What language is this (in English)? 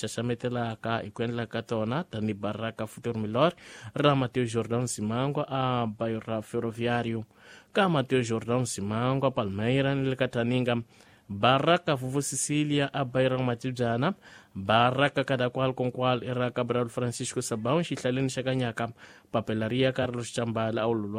Tsonga